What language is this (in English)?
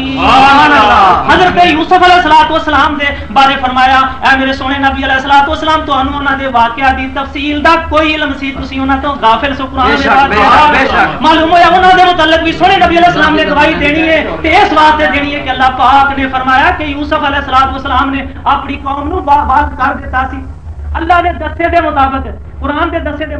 Western Panjabi